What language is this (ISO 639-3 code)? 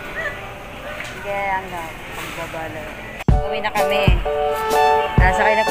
fil